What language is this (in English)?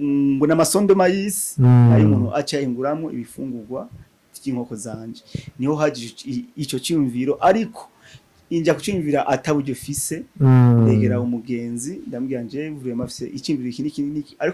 Rundi